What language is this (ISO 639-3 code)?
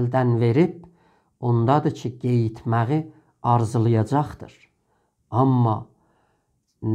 azb